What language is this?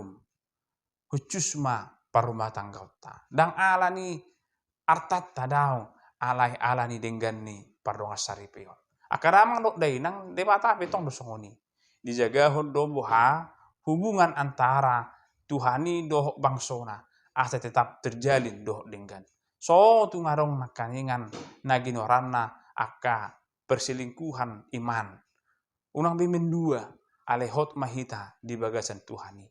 Batak Toba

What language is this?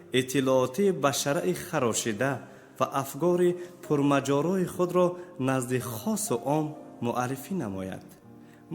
Tajik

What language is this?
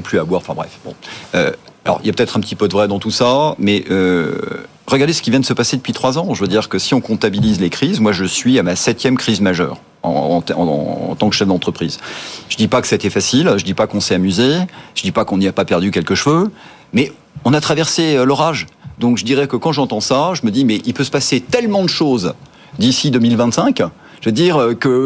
French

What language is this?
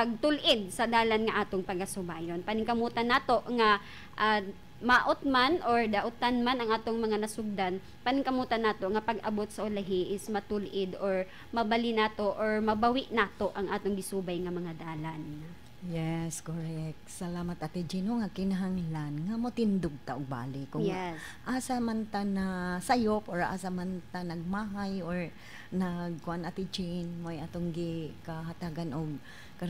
Cebuano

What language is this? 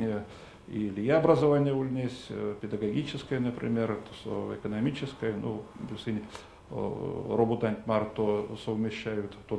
Erzya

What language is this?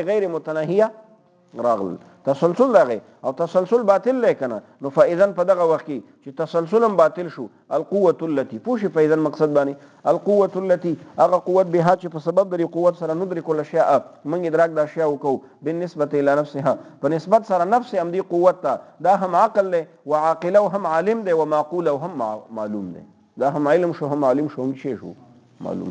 Pashto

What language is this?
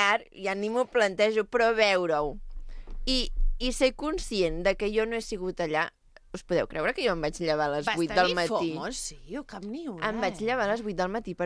Catalan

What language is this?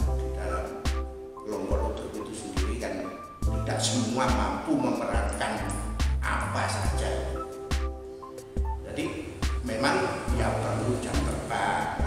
Indonesian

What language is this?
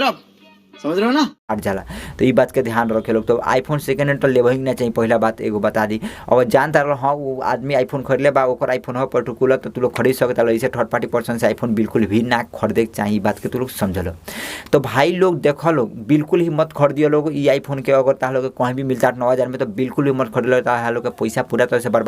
Bhojpuri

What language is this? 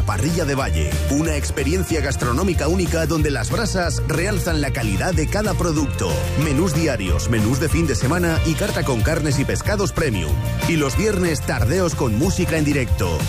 Spanish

